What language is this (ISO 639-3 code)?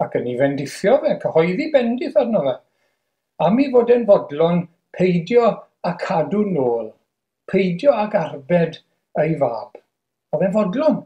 cym